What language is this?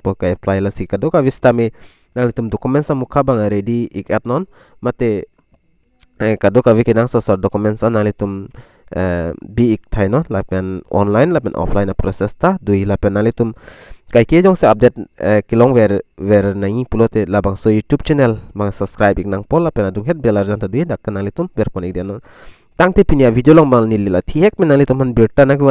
Karbi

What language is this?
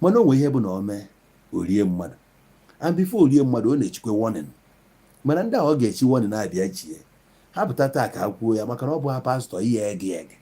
Igbo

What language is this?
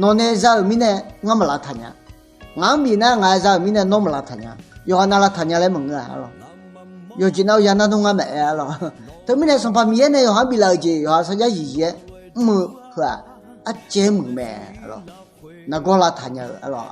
Akha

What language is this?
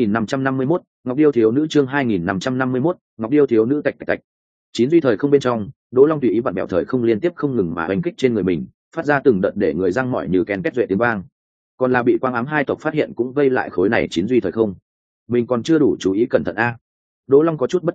Vietnamese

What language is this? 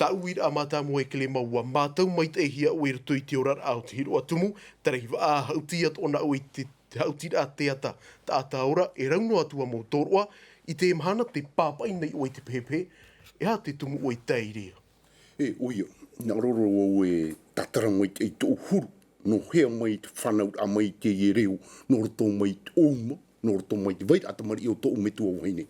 Tahitian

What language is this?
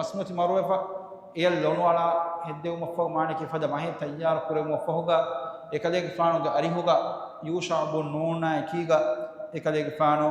Divehi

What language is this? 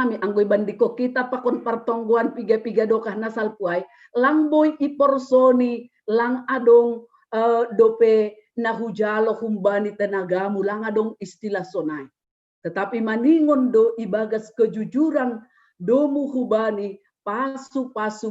Batak Simalungun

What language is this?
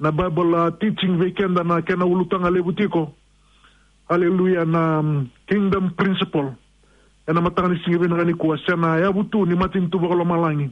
Fijian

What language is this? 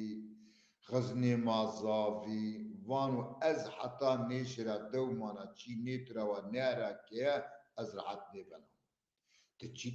Zaza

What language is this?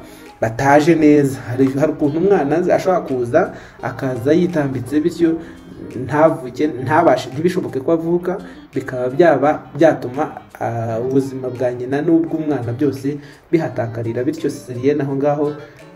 Kinyarwanda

